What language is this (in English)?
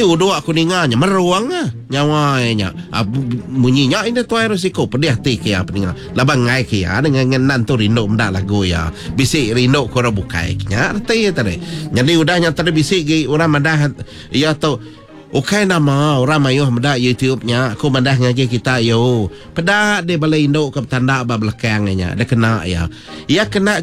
Iban